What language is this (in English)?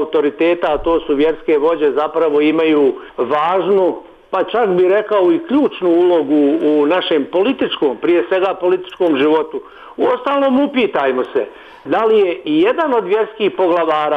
Bosnian